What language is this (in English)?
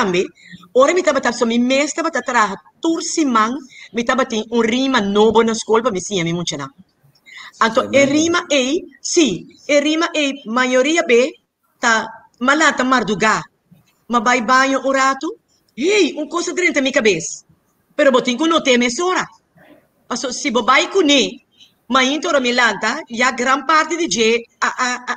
Papiamento